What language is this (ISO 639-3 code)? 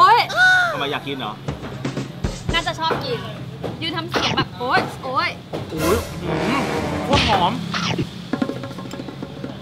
tha